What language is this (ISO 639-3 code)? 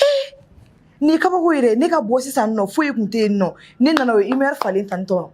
bam